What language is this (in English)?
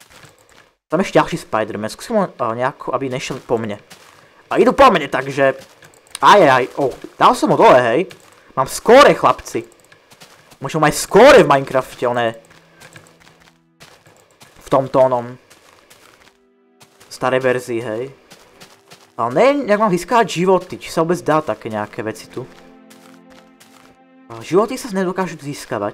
Slovak